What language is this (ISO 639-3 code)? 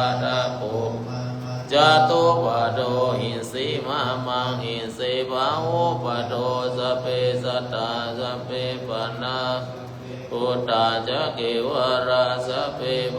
pli